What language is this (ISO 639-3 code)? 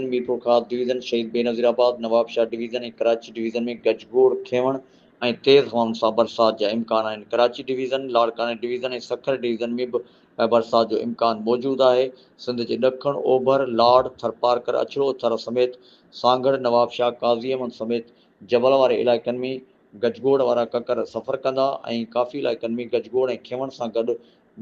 snd